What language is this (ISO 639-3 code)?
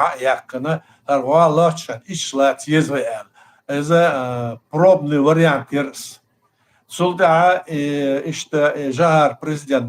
che